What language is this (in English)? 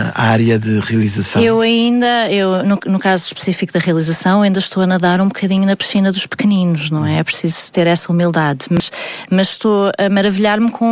Portuguese